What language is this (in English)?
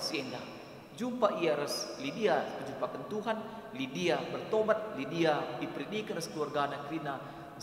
Batak Karo